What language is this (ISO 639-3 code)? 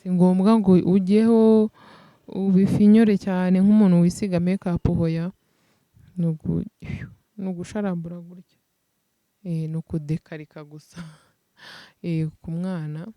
kin